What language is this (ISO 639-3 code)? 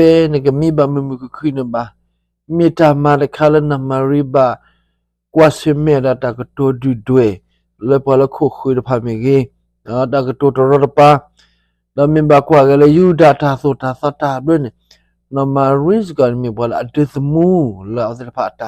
ksw